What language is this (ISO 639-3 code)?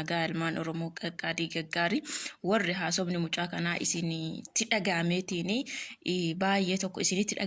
orm